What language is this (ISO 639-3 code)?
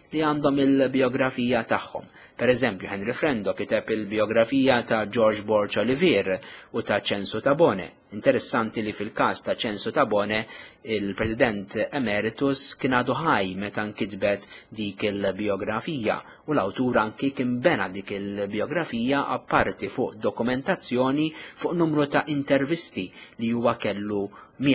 mlt